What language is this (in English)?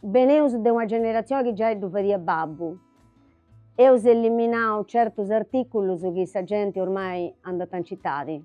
Sardinian